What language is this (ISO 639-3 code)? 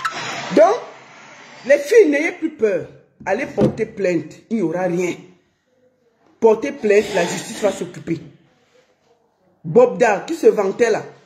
fra